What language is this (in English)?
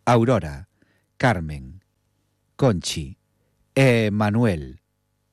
Galician